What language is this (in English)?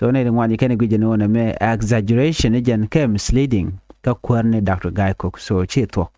Nuer